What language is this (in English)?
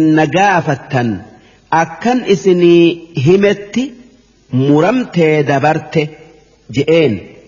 Oromo